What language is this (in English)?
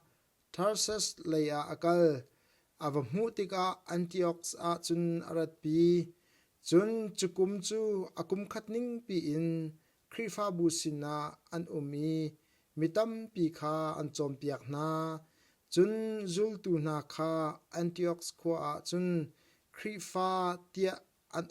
Hakha Chin